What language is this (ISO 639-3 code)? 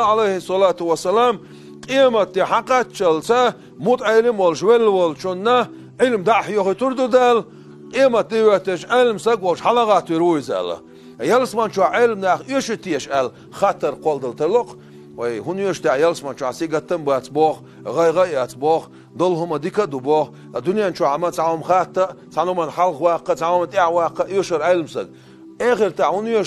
che